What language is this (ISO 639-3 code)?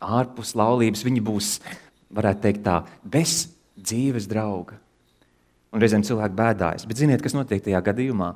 lav